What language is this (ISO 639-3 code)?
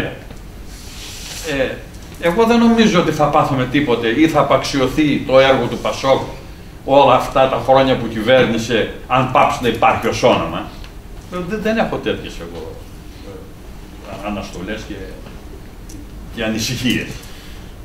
ell